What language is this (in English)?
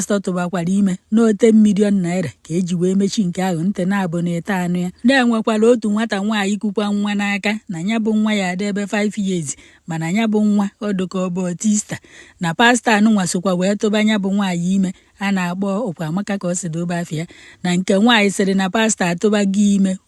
Igbo